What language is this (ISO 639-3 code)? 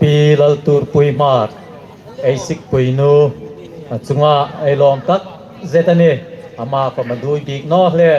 hmr